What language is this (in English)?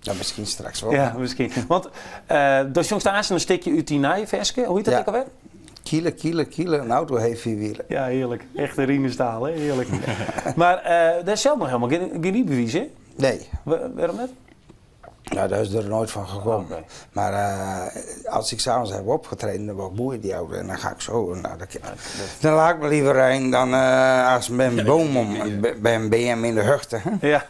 Western Frisian